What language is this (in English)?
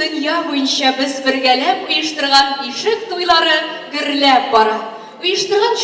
Tatar